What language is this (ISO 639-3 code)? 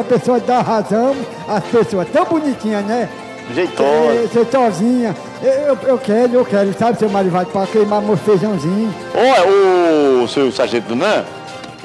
por